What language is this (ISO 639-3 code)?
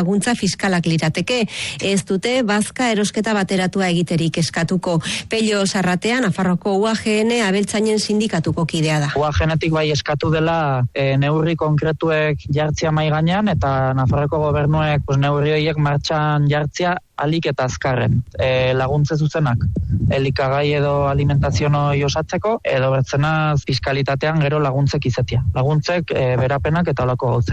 eus